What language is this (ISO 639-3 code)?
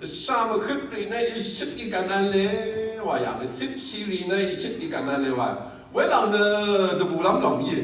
raw